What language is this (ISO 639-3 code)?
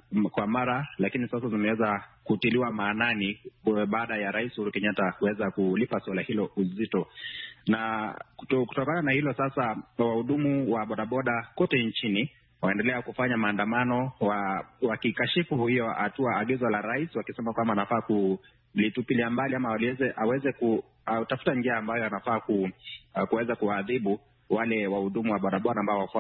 swa